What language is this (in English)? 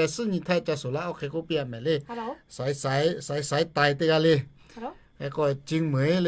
Lahu